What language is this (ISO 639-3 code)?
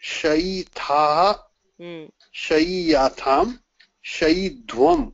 san